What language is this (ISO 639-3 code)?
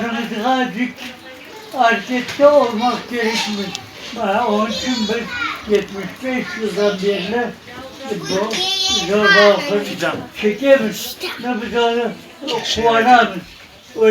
crh